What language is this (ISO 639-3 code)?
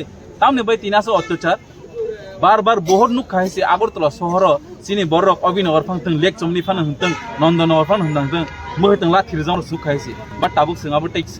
trp